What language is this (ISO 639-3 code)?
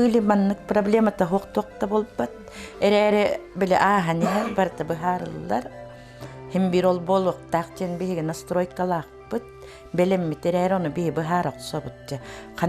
sah